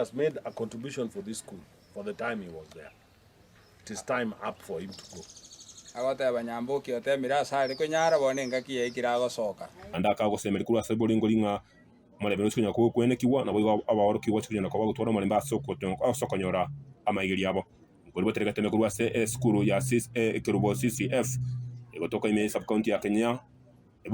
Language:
Gusii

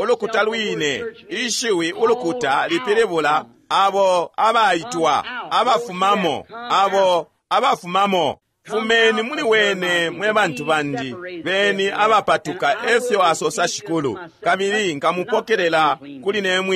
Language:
Bemba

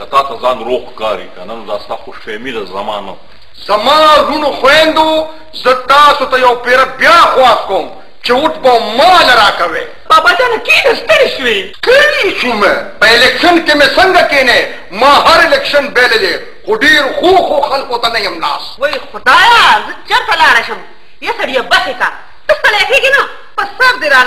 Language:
Pashto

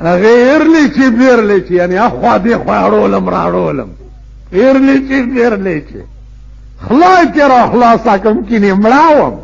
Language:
Pashto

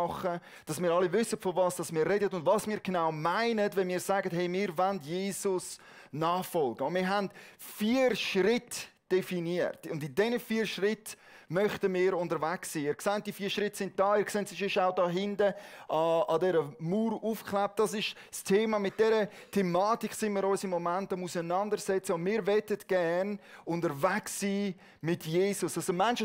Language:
Swiss German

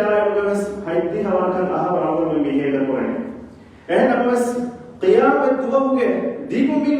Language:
Divehi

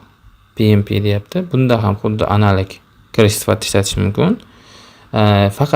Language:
Uzbek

